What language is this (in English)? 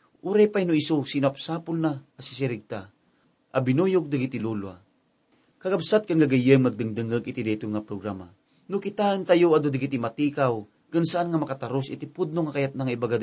Iloko